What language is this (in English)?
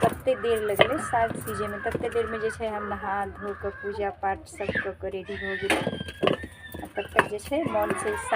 Maithili